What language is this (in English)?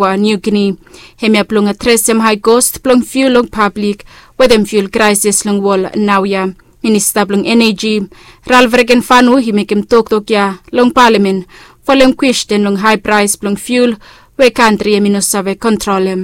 Bislama